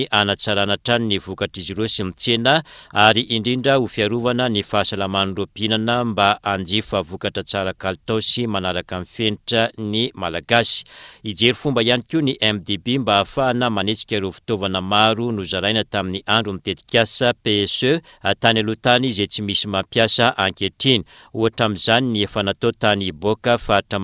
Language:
Malagasy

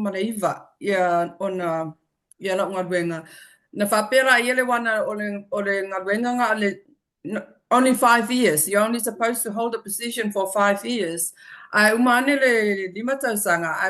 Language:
Samoan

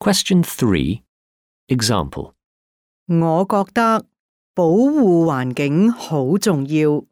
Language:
Cantonese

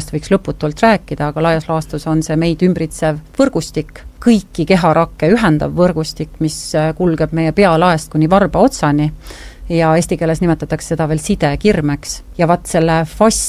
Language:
Estonian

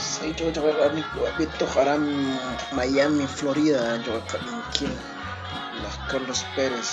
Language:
Kekchí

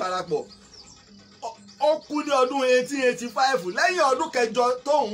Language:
Yoruba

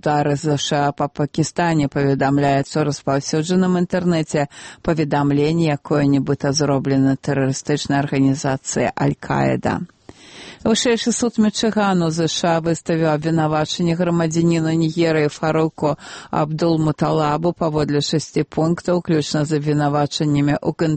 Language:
Belarusian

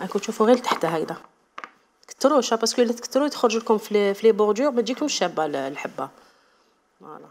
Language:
Algerian Arabic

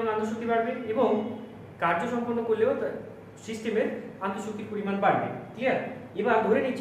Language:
Bangla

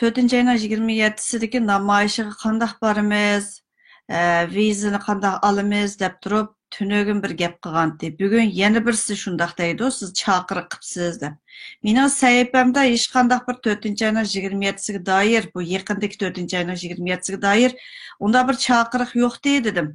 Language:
Uyghur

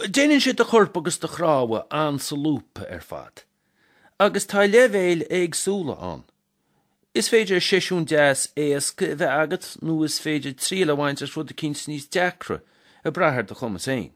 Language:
Irish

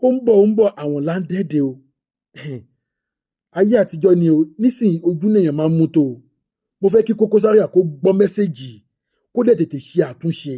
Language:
Yoruba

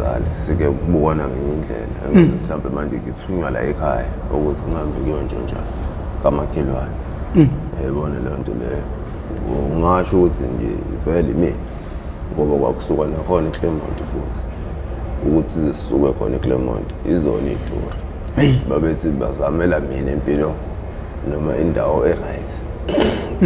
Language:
Zulu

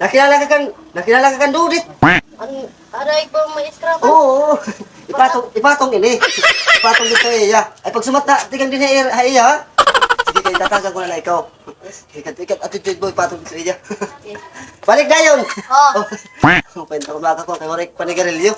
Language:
Waray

